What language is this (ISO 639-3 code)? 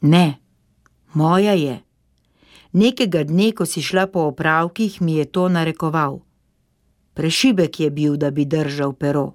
slv